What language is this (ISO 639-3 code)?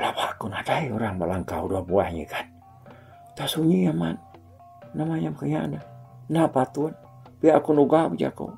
iba